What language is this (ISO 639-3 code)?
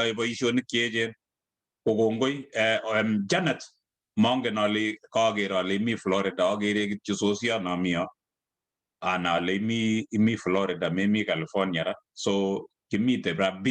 kln